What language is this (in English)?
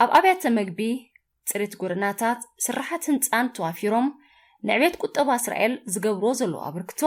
Tigrinya